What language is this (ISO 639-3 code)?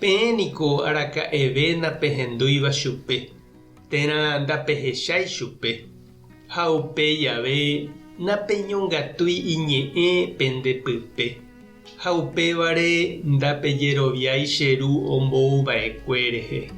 grn